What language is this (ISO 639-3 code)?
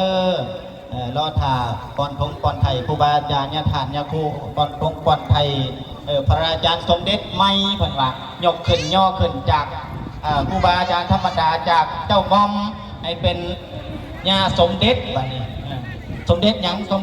tts